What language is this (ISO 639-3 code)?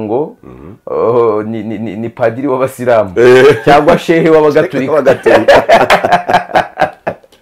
kin